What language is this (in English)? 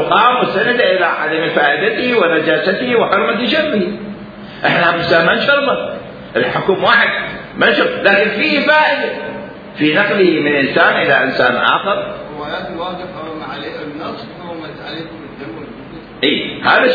Mesopotamian Arabic